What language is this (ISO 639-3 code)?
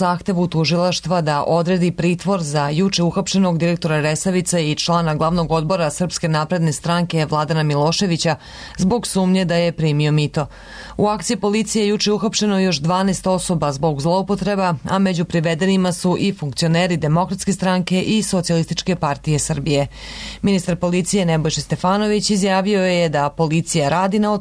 srp